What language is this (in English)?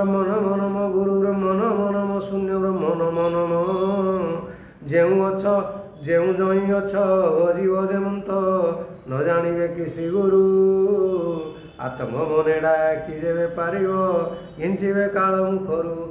Odia